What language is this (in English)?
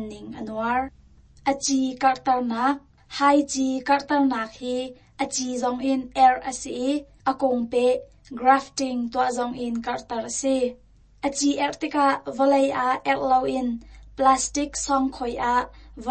Hakha Chin